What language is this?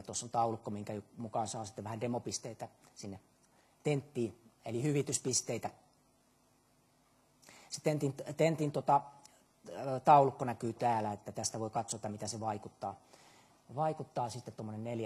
Finnish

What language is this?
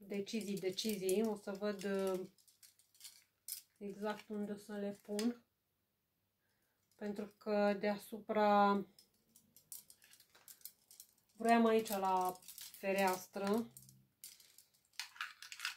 Romanian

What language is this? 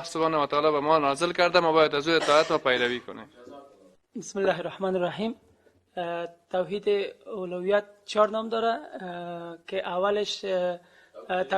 Persian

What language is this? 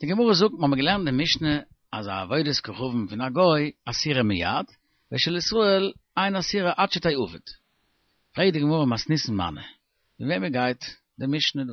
Yiddish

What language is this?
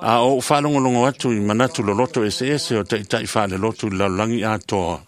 Samoan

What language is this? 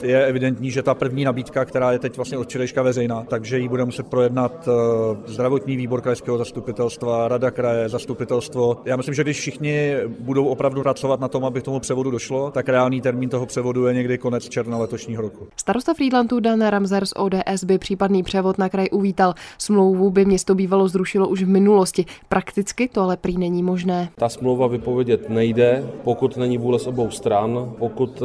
Czech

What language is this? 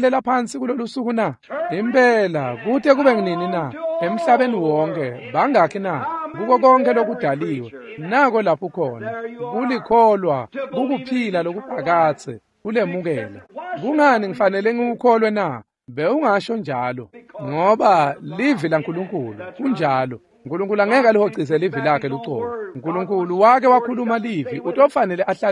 Swati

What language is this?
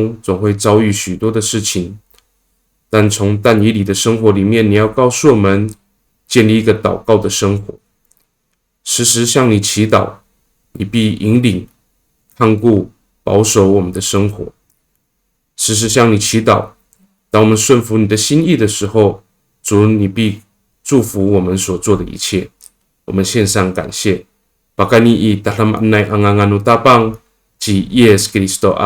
Amis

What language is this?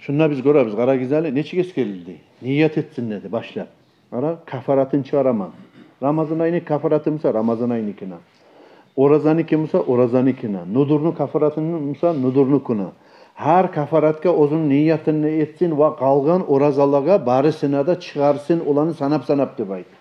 Kumyk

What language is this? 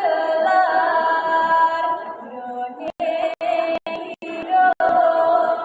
Balinese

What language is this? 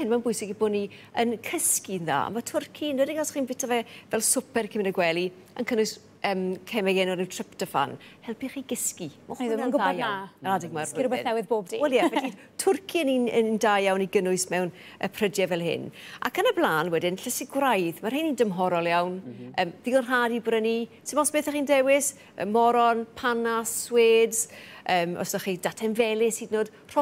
Welsh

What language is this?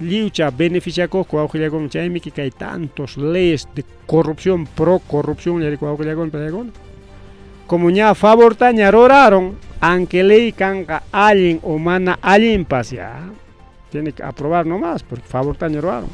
Ayacucho Quechua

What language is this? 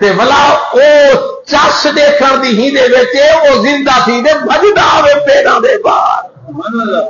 Saraiki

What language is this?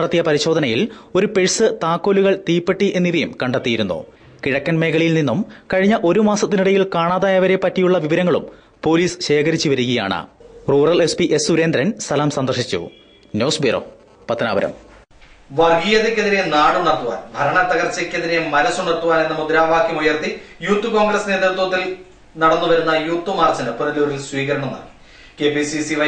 Malayalam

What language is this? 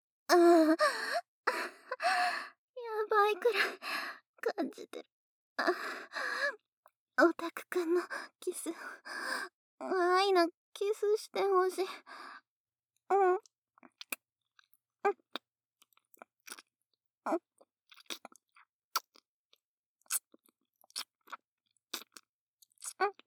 Japanese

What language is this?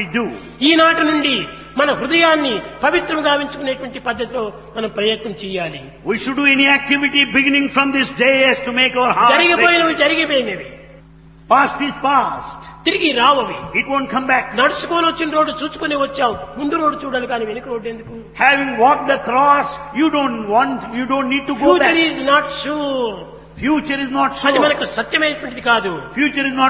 Telugu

